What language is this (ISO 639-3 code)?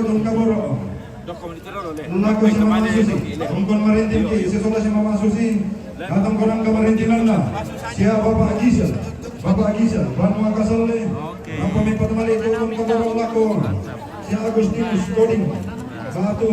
sda